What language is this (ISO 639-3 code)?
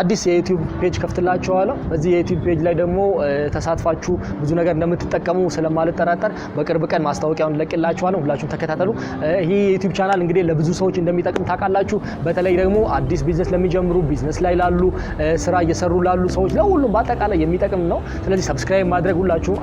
amh